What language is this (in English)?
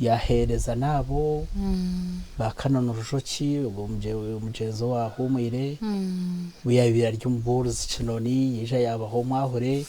Nyankole